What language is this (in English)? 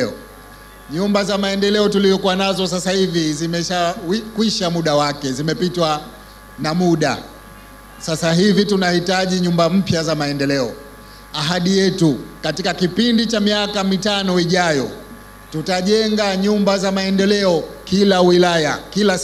Swahili